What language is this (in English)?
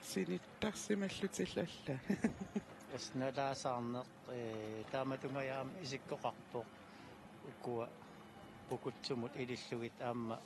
Kalaallisut